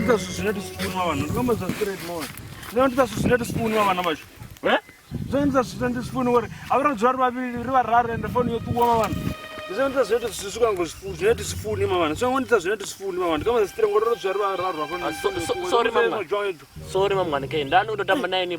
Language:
Venda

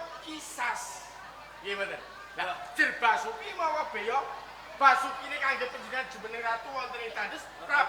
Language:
Javanese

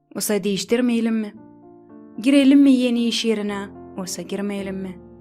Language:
Gagauz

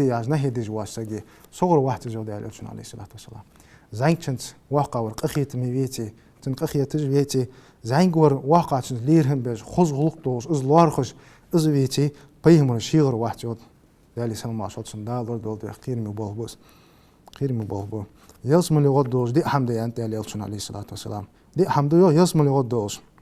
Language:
Ingush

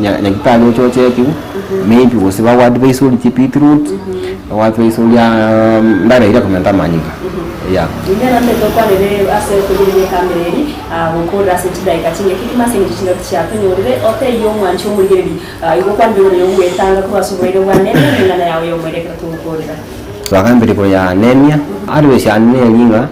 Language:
Gusii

